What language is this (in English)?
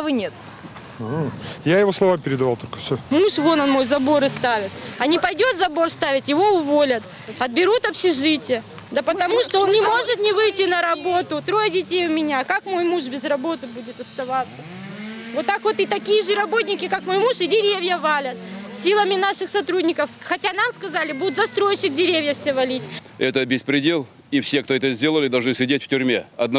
Russian